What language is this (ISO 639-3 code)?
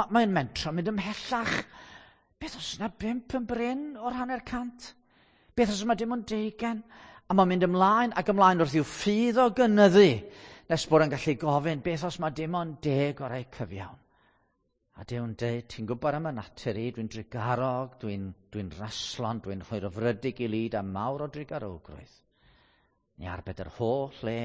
cym